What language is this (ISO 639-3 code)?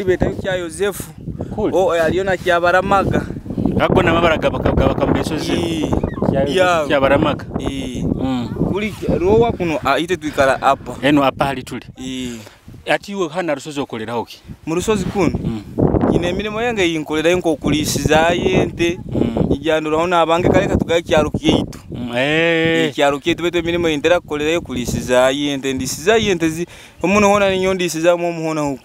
nyo